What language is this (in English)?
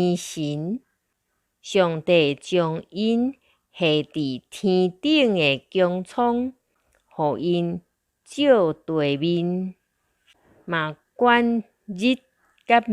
Min Nan Chinese